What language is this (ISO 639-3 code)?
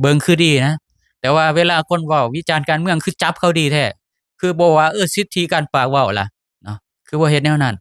lao